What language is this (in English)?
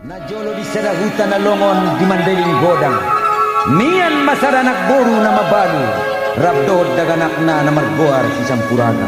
Batak Angkola